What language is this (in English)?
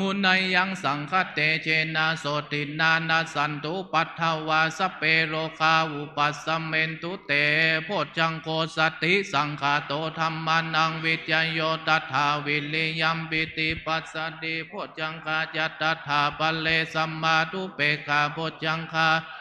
Pali